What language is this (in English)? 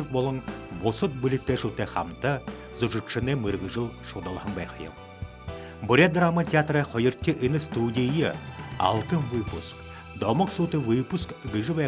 Buriat